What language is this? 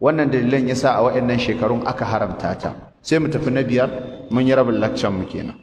Hausa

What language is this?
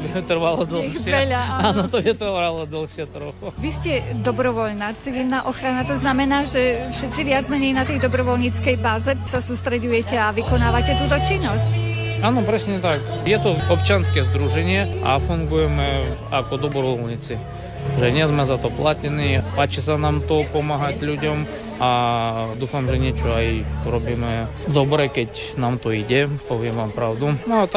Slovak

